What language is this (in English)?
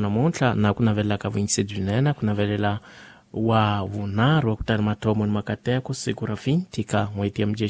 Tsonga